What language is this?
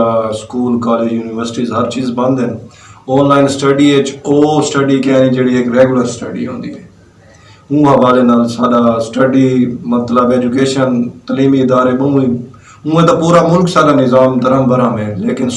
Western Panjabi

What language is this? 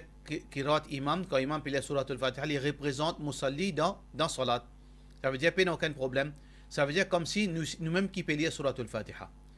Morisyen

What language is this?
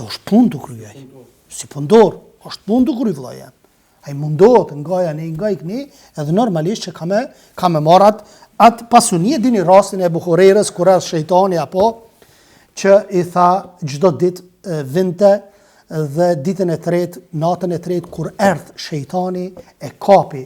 Albanian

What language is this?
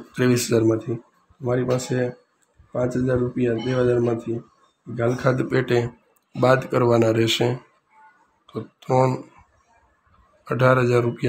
Gujarati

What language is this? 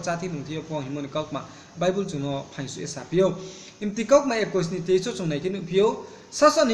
Riang (India)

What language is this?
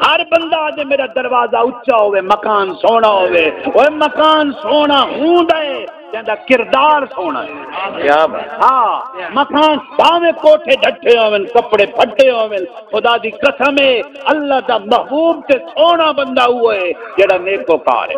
Saraiki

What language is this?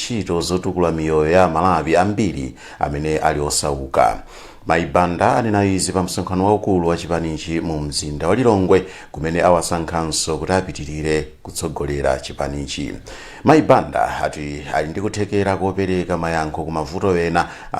Nyanja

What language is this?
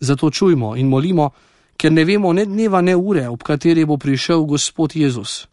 Slovenian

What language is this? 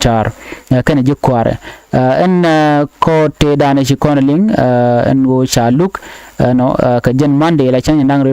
Nuer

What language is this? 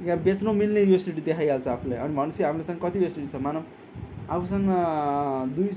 Nepali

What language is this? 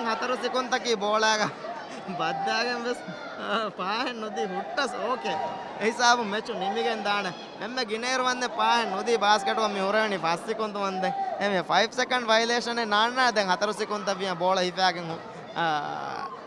Divehi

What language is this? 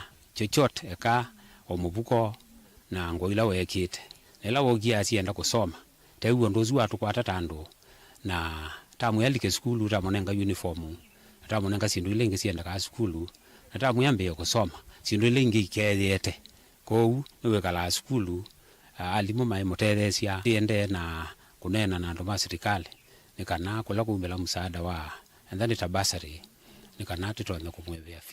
Kamba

